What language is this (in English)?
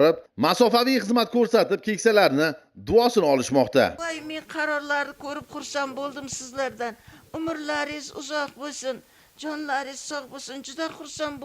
Uzbek